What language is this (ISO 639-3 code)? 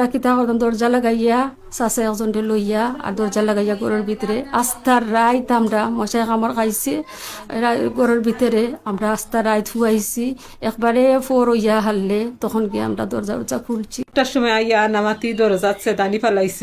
syl